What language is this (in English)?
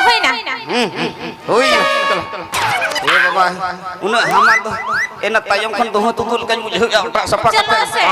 Santali